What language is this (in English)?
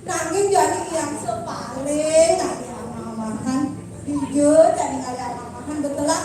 Balinese